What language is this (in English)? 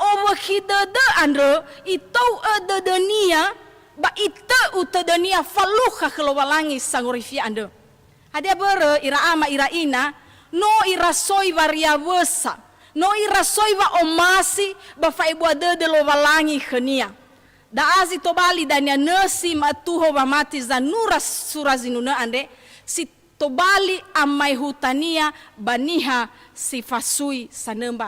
Nias